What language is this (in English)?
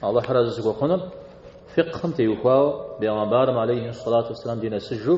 Kabardian